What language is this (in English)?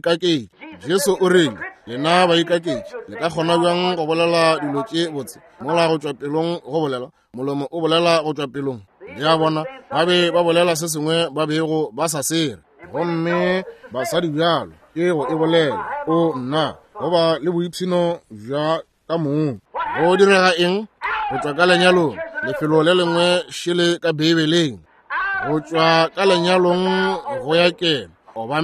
Northern Sotho